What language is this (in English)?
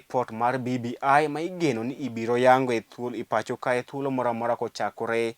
Luo (Kenya and Tanzania)